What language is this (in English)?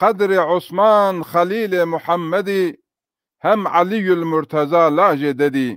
Zaza